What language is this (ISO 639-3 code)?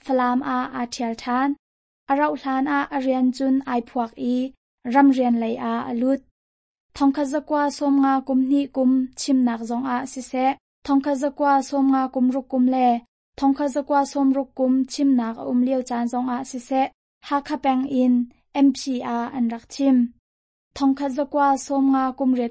cnh